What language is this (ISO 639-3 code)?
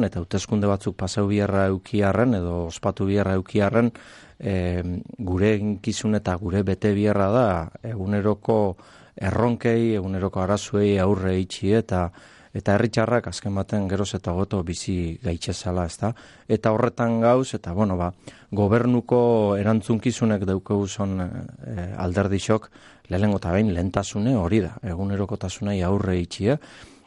eus